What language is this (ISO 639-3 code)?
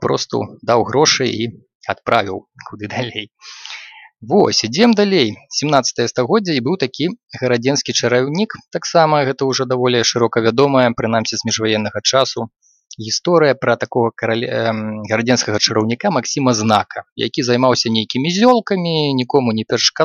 bel